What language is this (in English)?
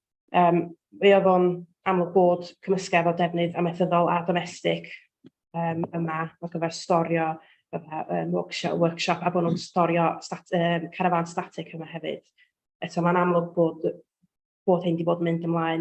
Welsh